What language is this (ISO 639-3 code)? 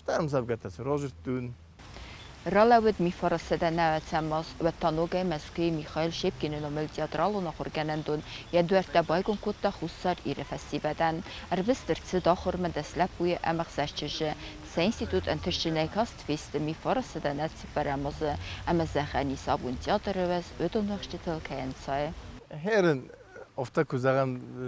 oss